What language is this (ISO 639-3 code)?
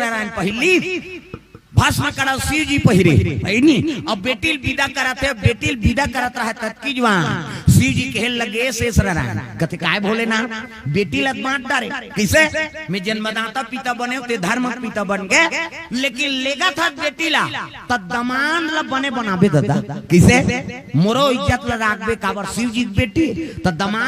hne